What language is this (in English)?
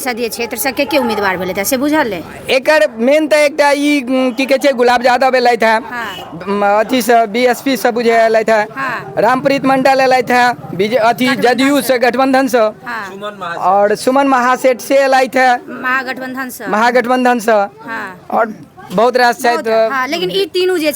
Maithili